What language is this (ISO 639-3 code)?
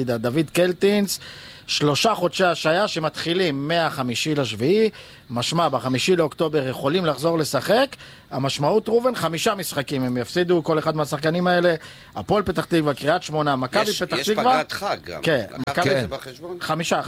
heb